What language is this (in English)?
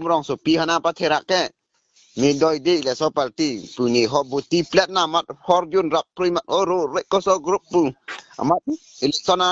Karbi